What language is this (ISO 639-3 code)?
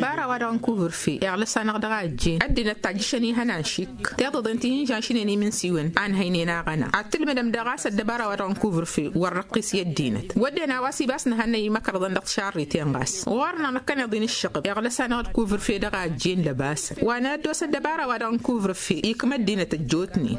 taq